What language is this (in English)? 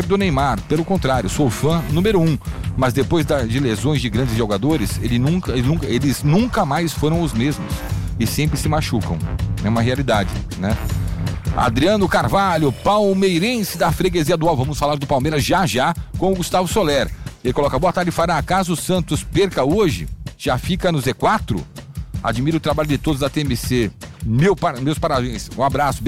Portuguese